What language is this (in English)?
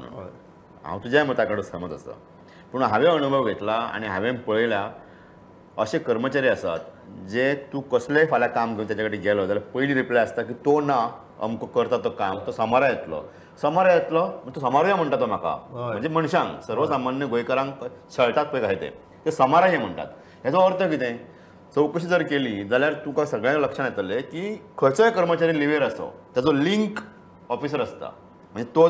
Konkani